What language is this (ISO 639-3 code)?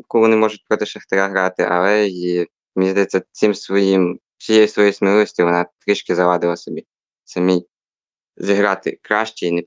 ukr